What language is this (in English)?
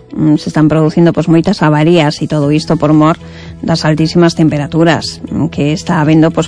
Galician